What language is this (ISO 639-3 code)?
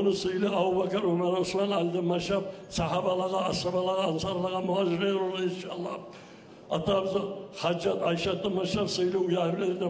kum